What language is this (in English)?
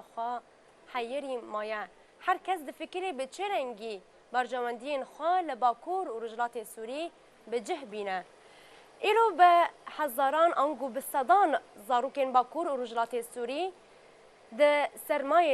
Kurdish